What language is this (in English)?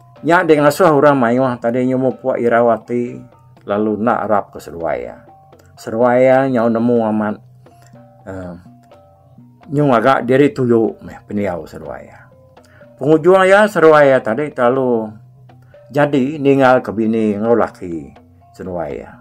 Iban